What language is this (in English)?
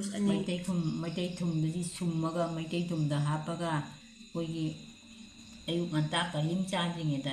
Manipuri